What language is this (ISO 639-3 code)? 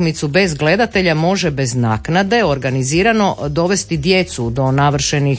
hrv